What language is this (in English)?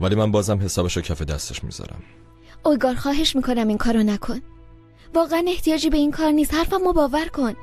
Persian